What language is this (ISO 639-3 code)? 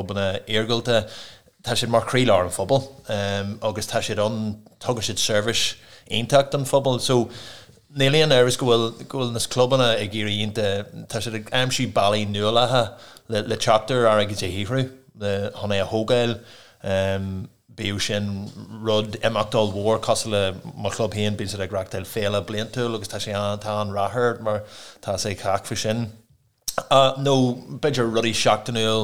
gle